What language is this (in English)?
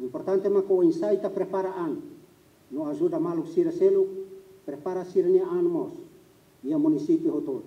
Tetum